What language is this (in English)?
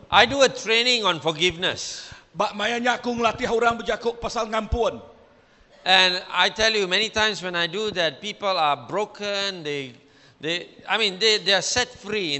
Iban